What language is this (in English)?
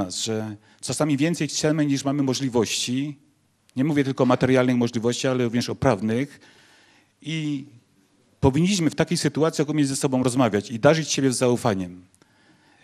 Polish